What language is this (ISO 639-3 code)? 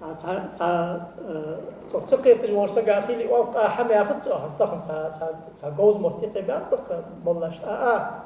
inh